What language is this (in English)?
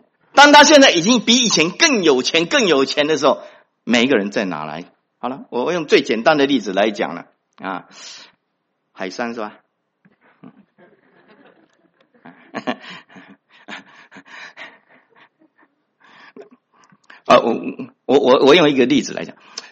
Chinese